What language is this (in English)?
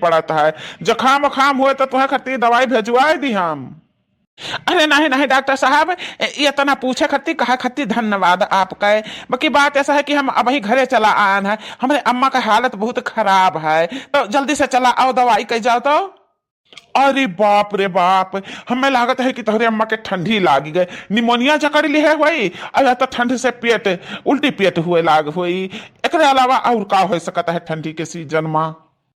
Awadhi